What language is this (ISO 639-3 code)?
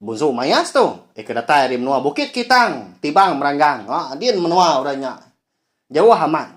iba